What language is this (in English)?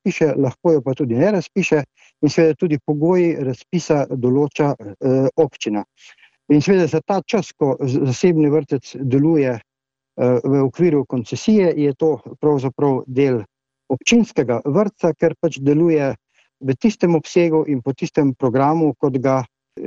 Slovenian